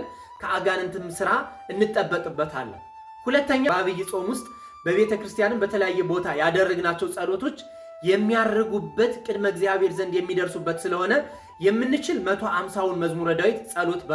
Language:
Amharic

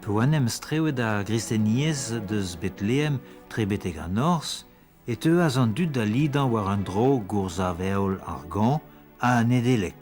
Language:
Breton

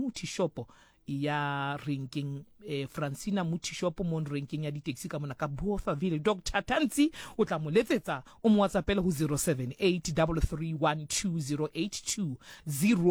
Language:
Southern Sotho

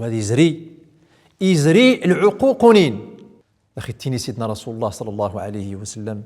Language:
Central Atlas Tamazight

